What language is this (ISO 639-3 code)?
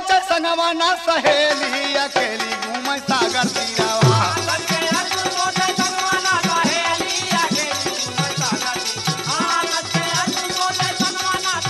bho